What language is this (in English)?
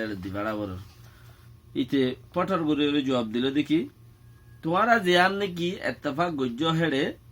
Rohingya